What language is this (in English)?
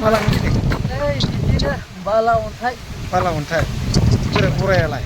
Bodo